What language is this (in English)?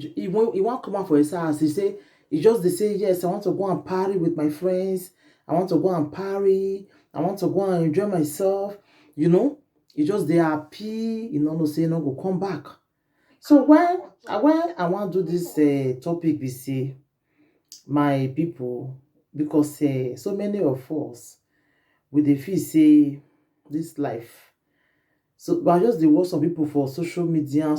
Nigerian Pidgin